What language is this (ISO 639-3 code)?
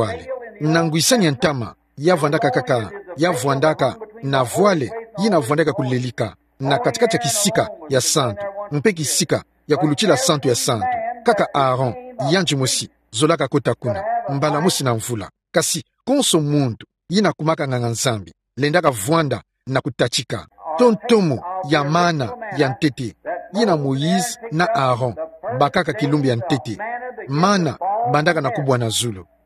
ktu